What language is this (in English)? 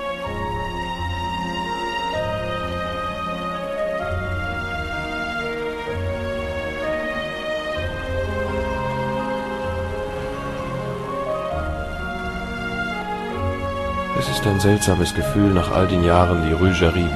German